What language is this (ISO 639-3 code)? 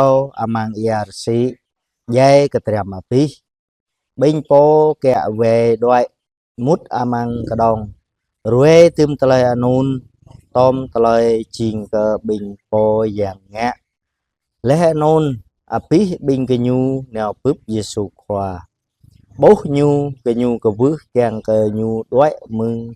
jra